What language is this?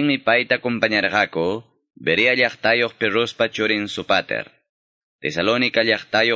Quechua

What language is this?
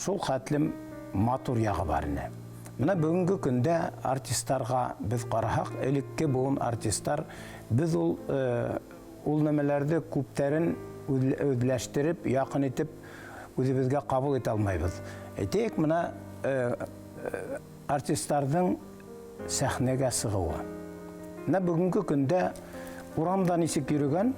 Bashkir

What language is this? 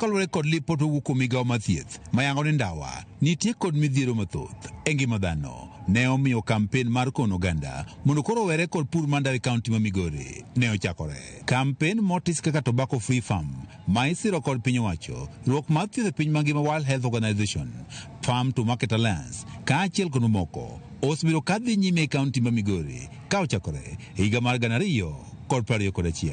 Luo (Kenya and Tanzania)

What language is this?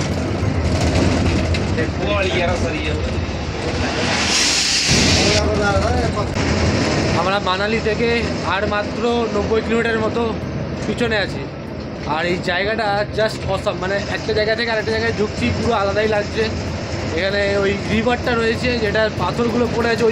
Bangla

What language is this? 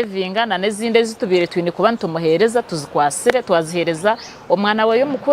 Nyankole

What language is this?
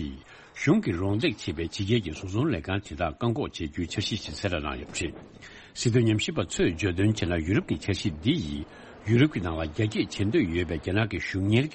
Tibetan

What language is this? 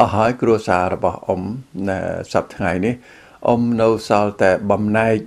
Khmer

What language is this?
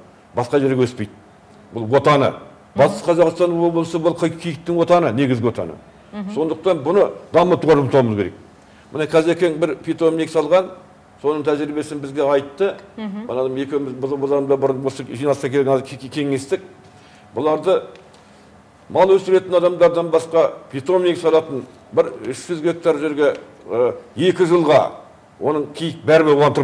Kazakh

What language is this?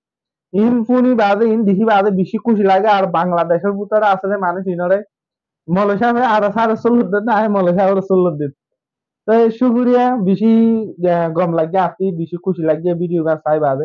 Rohingya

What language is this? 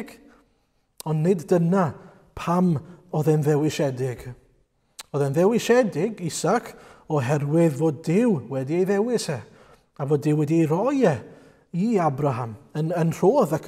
Welsh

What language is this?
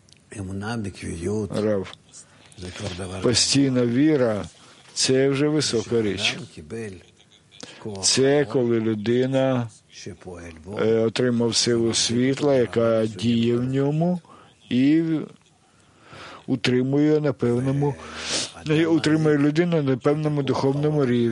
Ukrainian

